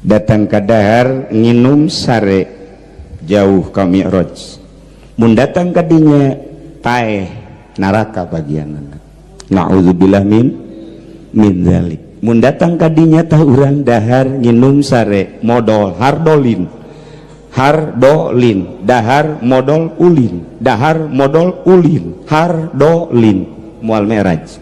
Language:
Sundanese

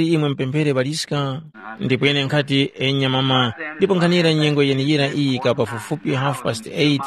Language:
Tumbuka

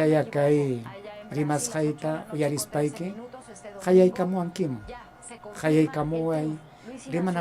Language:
Ayacucho Quechua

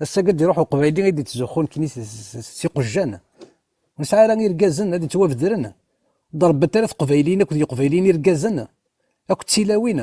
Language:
Kabyle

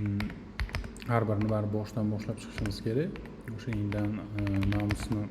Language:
Uzbek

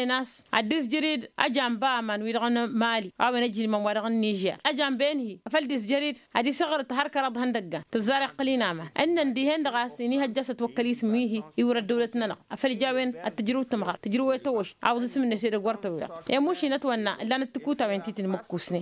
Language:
Tamasheq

